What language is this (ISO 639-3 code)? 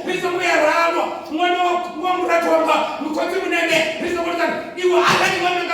ven